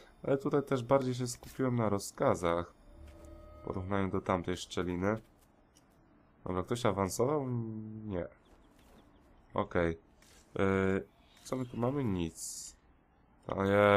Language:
Polish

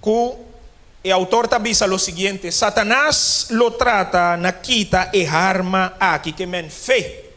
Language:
Papiamento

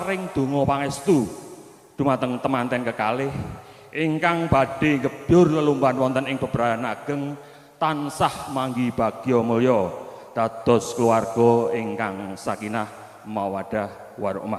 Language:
Javanese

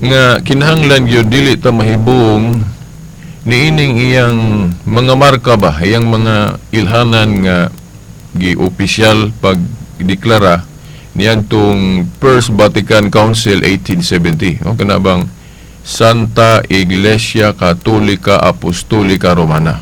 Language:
Cebuano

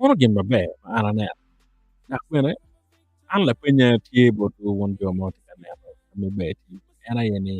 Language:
Acoli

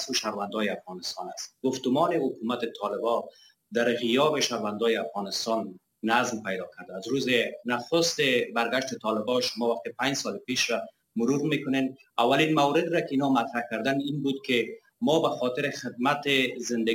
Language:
Persian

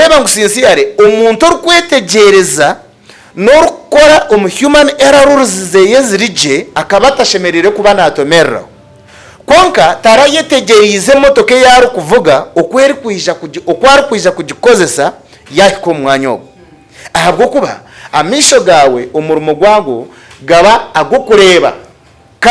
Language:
Nyankole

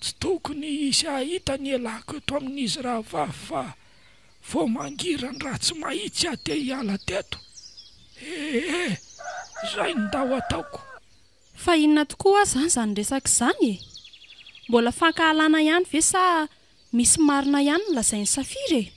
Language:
Malagasy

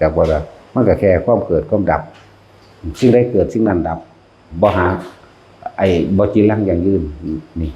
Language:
Northeastern Thai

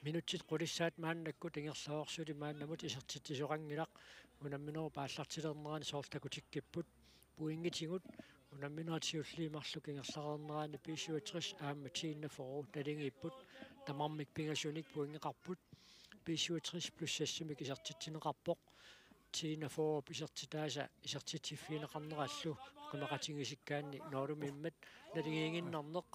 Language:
Kalaallisut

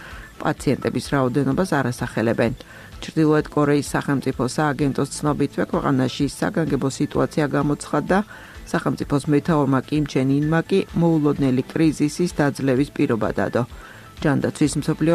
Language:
Georgian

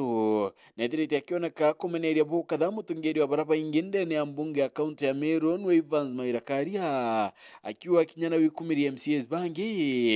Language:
Meru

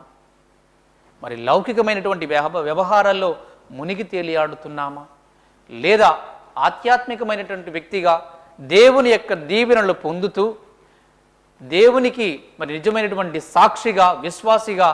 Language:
Telugu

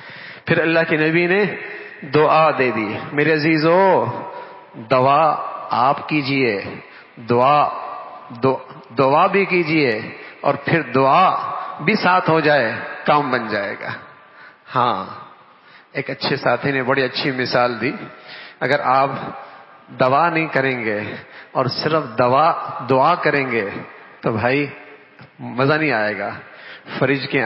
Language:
Urdu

